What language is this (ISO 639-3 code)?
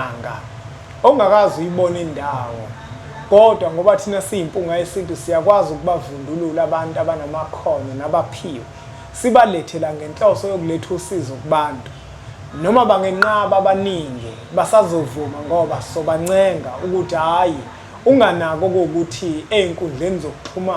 zul